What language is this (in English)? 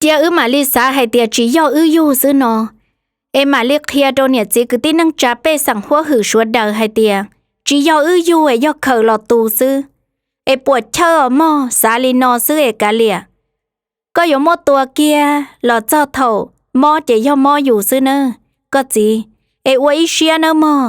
Hmong